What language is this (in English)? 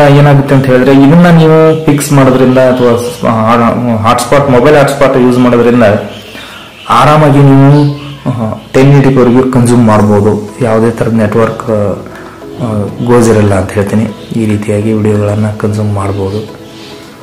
Kannada